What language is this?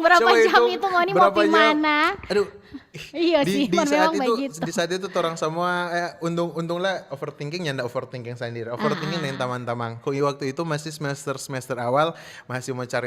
Manado Malay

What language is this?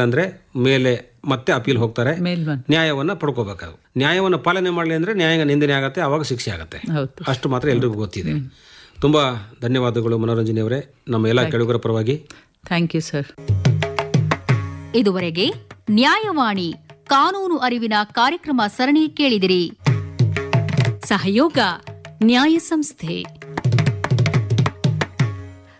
Kannada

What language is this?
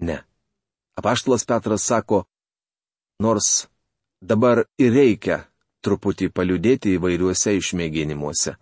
Lithuanian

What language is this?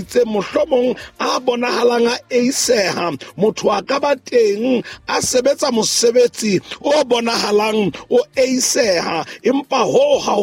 Southern Sotho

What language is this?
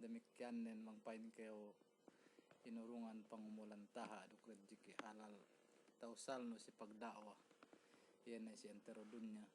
Yakan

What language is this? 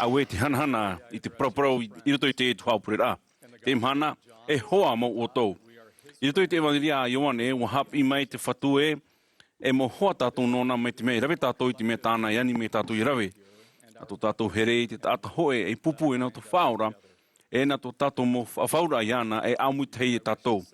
Tahitian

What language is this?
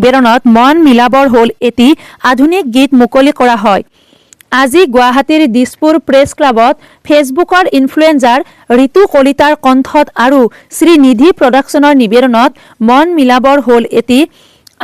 Assamese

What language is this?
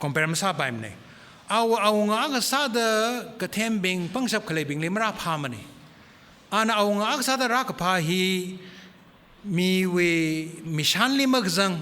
Tangkhul Naga (India)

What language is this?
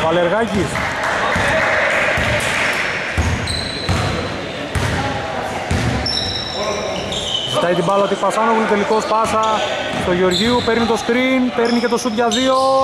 Greek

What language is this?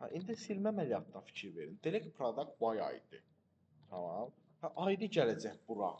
Azerbaijani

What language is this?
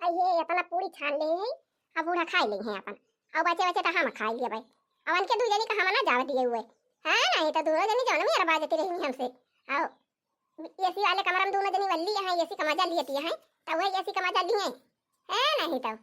Awadhi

